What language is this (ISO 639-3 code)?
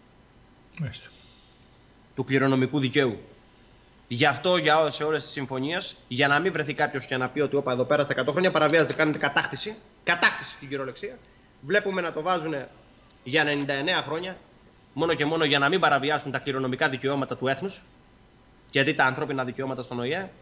ell